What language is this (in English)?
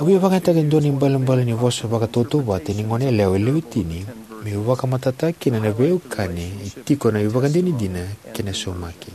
Fijian